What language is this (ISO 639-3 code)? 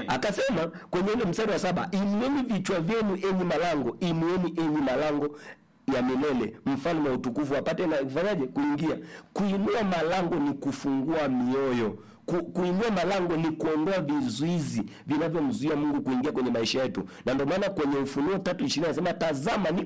swa